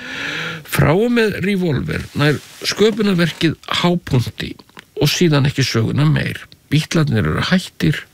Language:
Icelandic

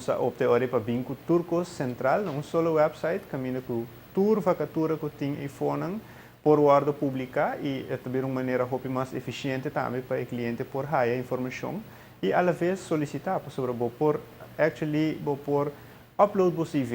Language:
Papiamento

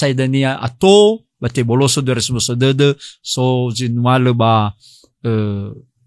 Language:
Nias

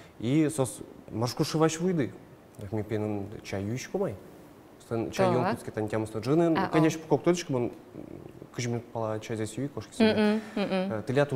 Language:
Udmurt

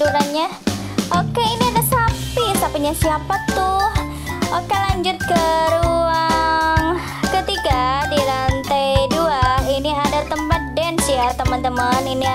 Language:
Indonesian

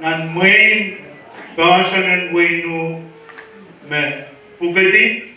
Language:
Pohnpeian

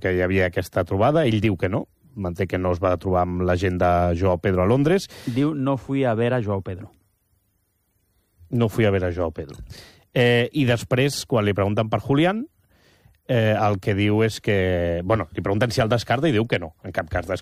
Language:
Catalan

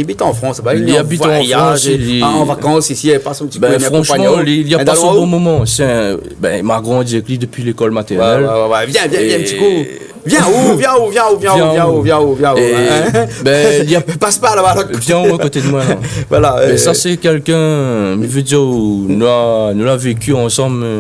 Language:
Réunion Creole French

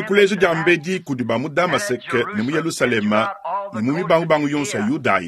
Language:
Luba-Lulua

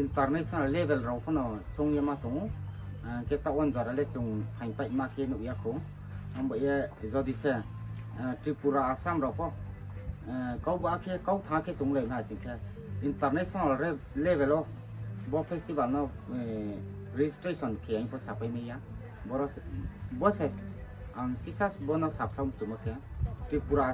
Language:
Riang (India)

